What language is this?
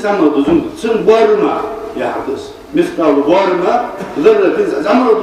Ingush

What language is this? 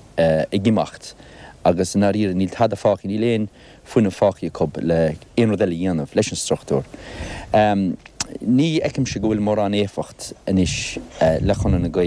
Irish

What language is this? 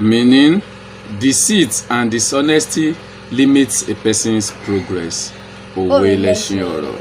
Yoruba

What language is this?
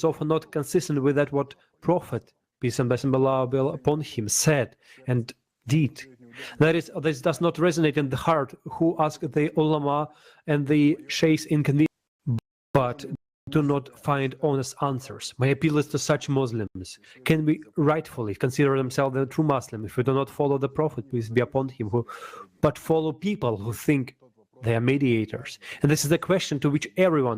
Nyanja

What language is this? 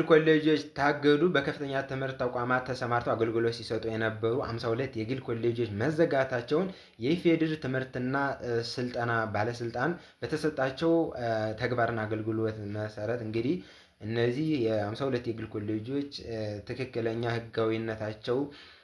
Amharic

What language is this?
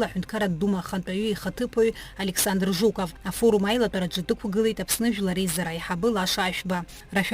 Abkhazian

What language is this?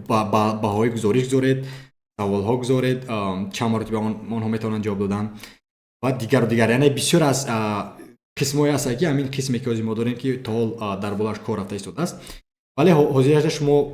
Tajik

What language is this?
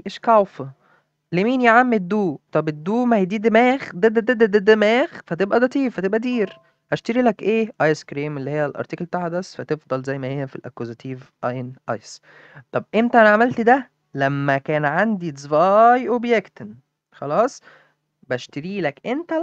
Egyptian Arabic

